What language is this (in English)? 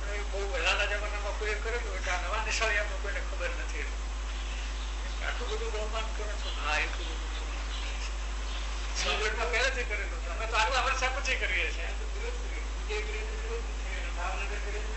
Gujarati